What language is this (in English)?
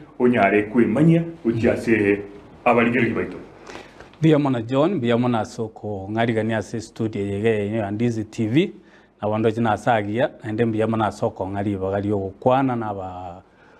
Gusii